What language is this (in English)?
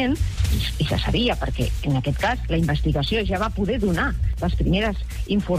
Catalan